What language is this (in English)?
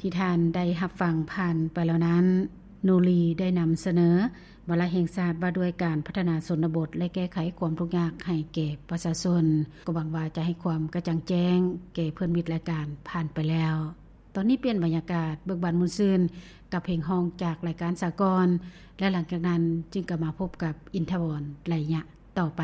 Lao